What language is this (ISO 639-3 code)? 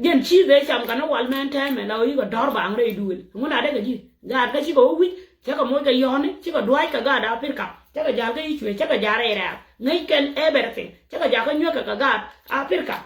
nus